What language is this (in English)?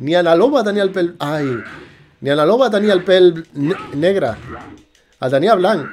Catalan